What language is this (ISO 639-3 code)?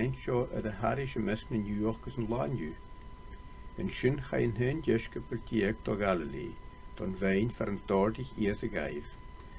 gla